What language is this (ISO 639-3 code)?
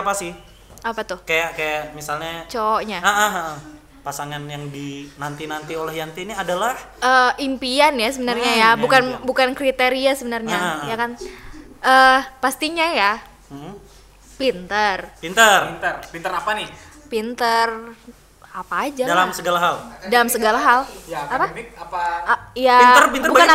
ind